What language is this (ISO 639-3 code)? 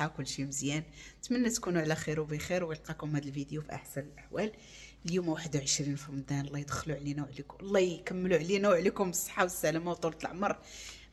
ary